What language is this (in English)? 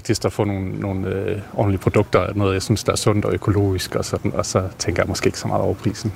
Danish